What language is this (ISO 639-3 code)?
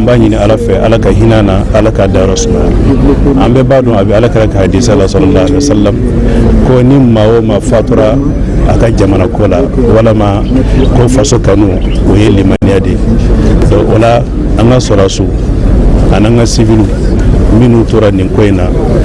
bam